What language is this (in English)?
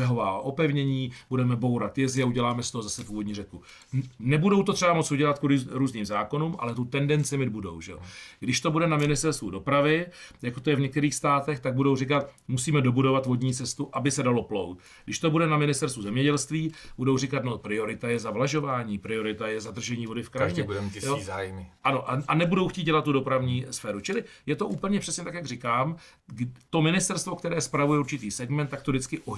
Czech